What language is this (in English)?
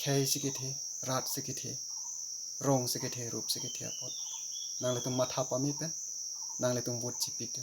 Karbi